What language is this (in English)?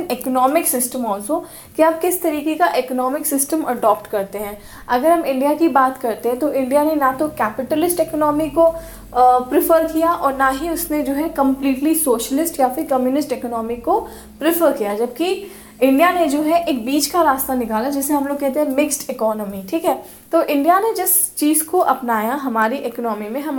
Hindi